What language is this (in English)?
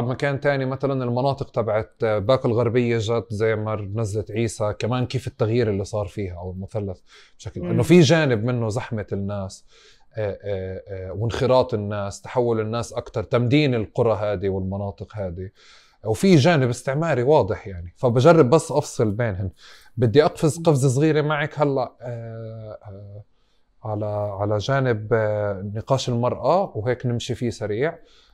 North Levantine Arabic